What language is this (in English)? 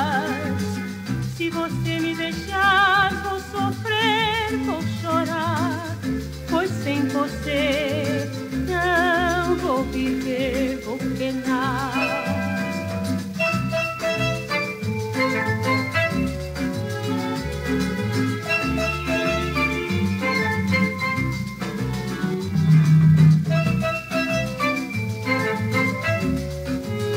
Portuguese